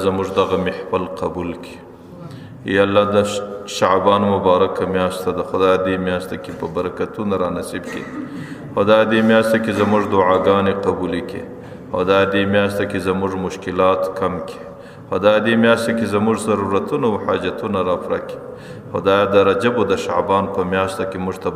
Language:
Pashto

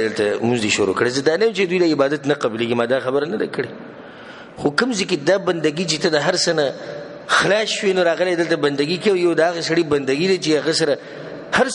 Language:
Pashto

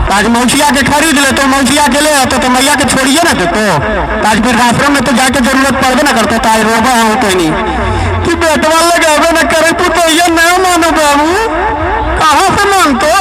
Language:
Magahi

